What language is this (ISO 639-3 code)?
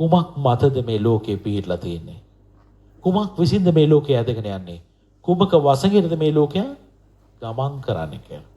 sin